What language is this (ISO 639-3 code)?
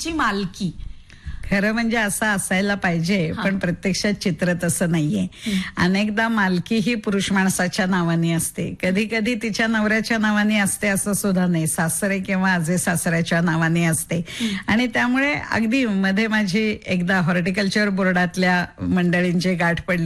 mar